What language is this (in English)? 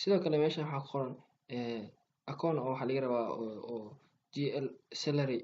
Somali